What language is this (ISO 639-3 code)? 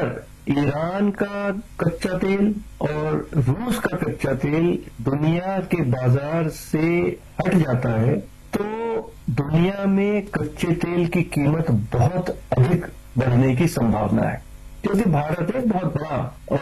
hin